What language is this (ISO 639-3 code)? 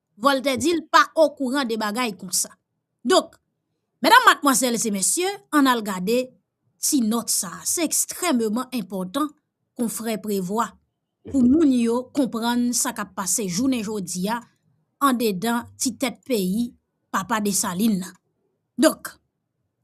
hat